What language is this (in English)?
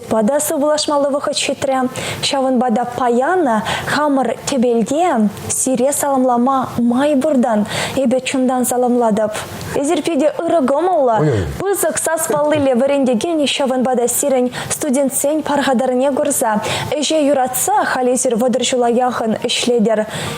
Chuvash